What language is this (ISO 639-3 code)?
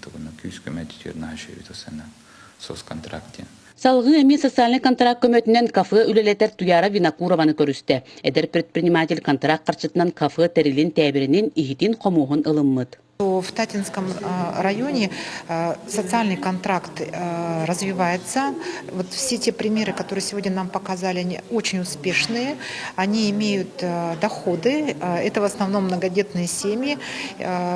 sah